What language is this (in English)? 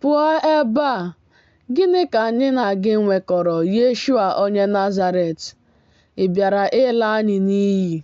Igbo